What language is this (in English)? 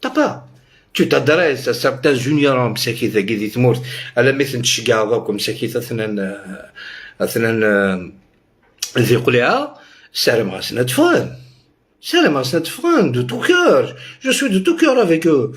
Algerian Arabic